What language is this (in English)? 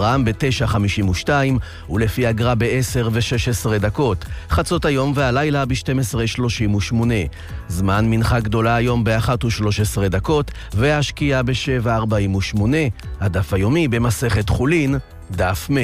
Hebrew